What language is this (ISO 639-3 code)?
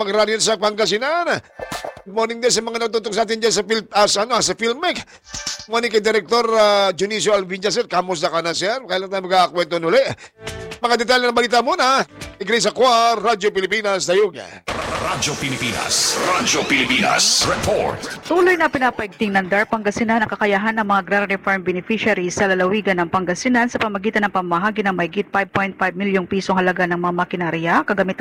fil